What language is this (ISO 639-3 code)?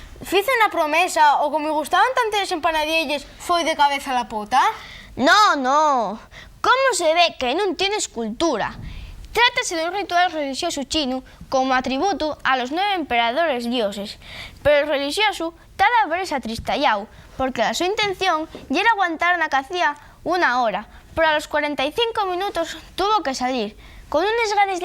ast